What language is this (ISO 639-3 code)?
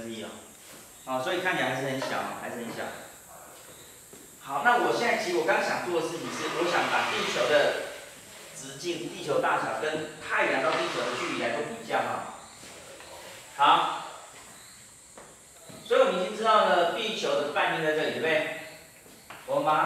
zho